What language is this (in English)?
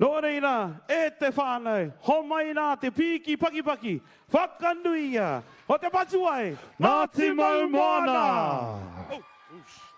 Māori